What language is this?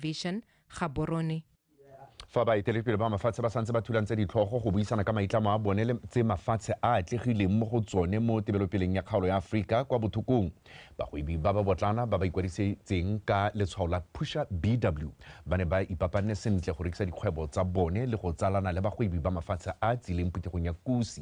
Tswana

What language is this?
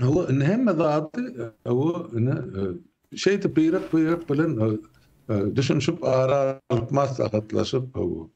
Turkmen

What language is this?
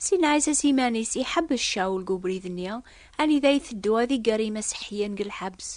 Kabyle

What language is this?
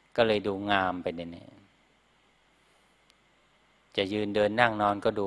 Thai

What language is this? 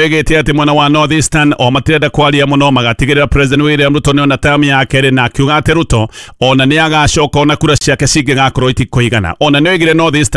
Kikuyu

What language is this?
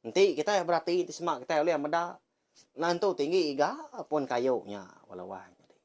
Iban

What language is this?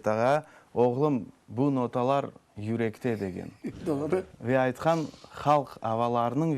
Crimean Tatar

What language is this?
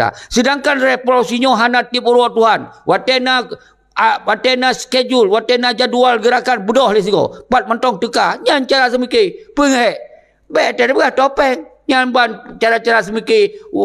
Achinese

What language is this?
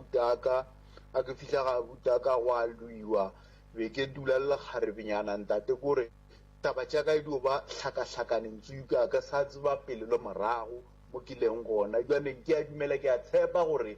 Northern Sotho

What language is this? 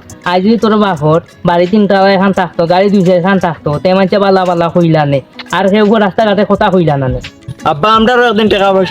Sylheti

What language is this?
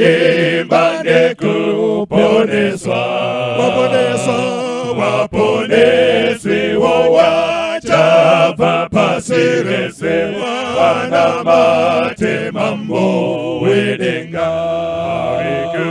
Shona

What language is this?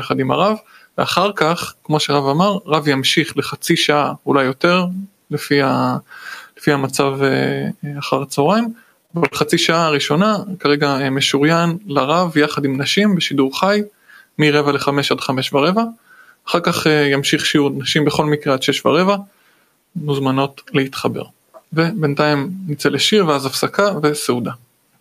Hebrew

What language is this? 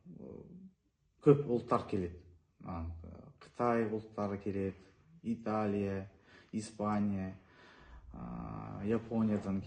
Kazakh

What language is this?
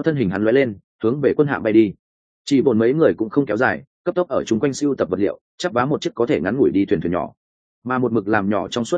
Vietnamese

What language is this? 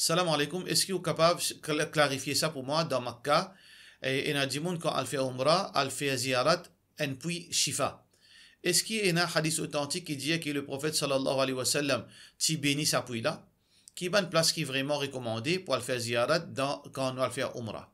Morisyen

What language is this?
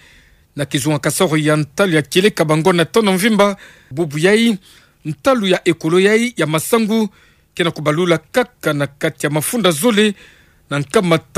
Kituba (Democratic Republic of Congo)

